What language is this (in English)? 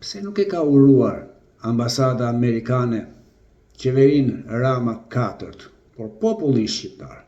Albanian